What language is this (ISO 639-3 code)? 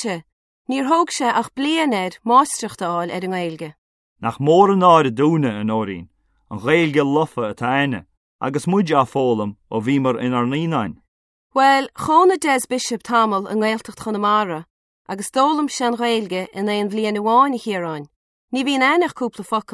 gle